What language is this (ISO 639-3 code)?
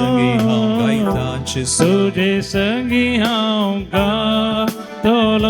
kok